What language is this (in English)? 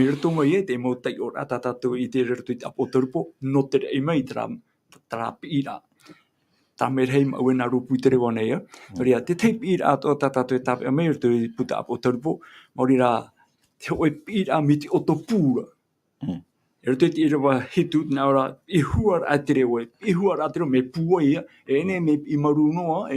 Tahitian